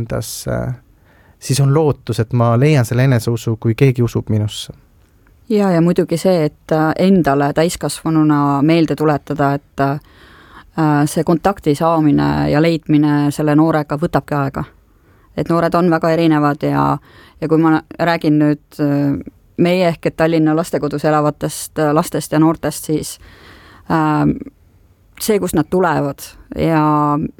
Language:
Estonian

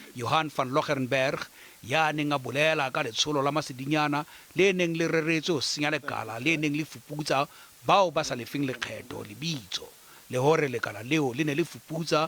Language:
Southern Sotho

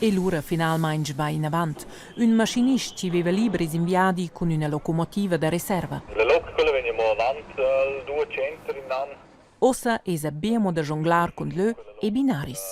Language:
Romansh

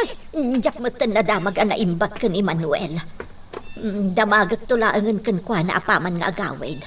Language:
Iloko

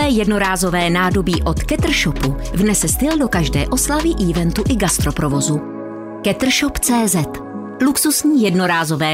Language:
Czech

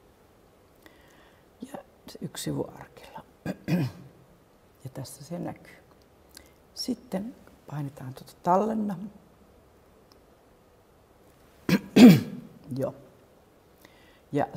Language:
Finnish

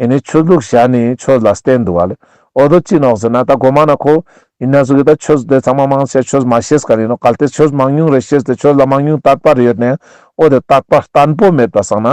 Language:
Ladakhi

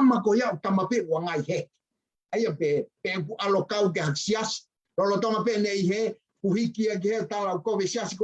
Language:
Tongan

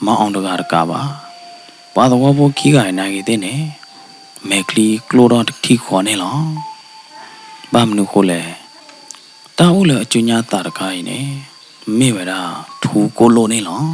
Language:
S'gaw Karen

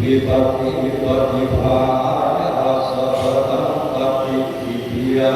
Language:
Pali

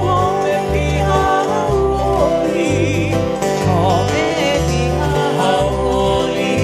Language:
Hawaiian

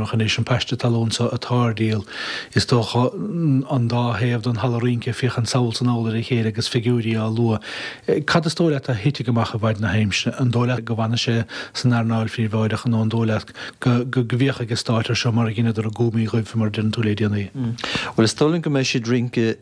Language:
Irish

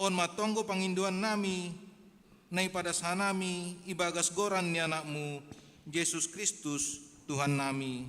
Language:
Batak Simalungun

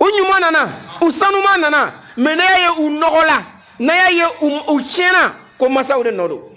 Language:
Bambara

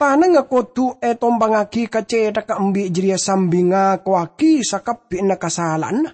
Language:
Madurese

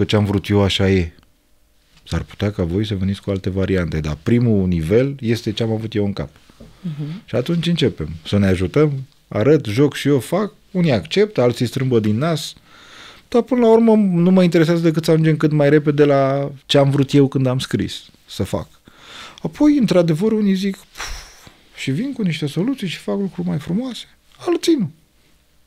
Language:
Romanian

